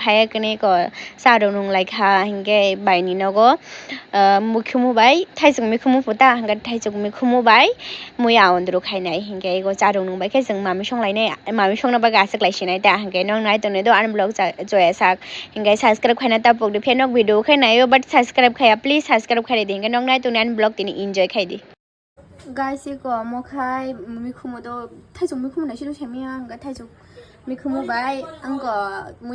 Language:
Kok Borok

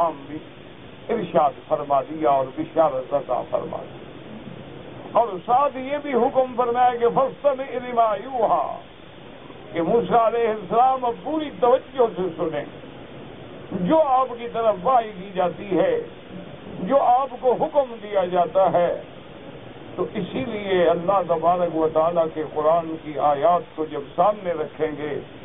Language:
Urdu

